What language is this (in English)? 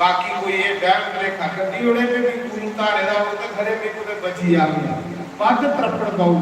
Dogri